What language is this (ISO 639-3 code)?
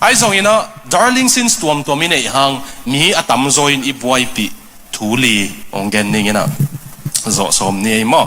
ctd